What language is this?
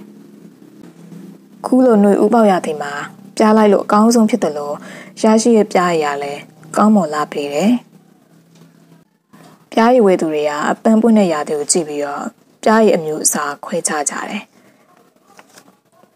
Burmese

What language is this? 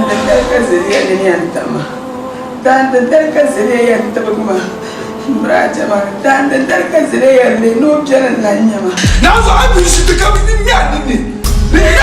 Dagbani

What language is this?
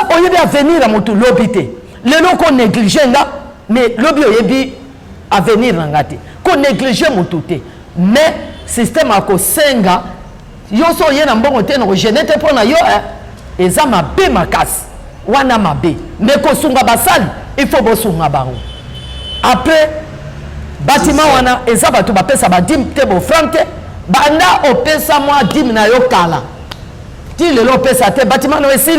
Lingala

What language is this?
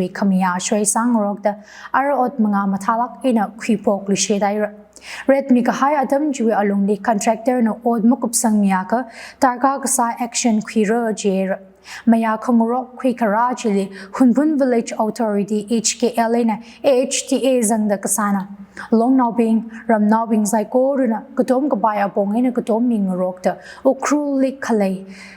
Tangkhul Naga (India)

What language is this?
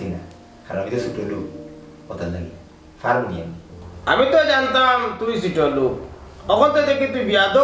Sylheti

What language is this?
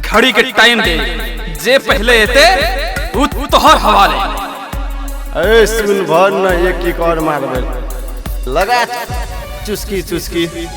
Maithili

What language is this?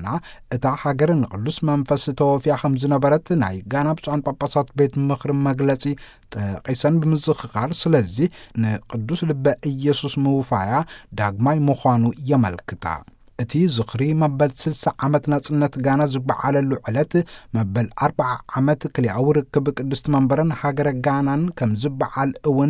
Tigrinya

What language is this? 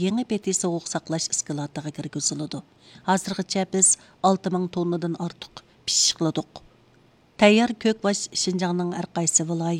Uyghur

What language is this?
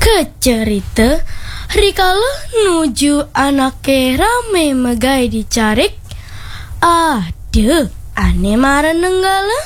Balinese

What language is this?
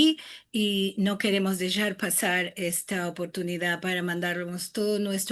Ladino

